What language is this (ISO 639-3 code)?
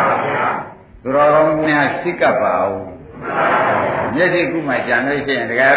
mya